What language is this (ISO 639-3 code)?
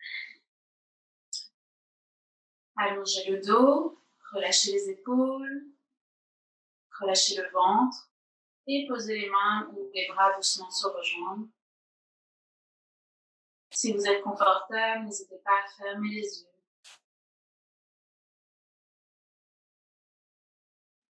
fra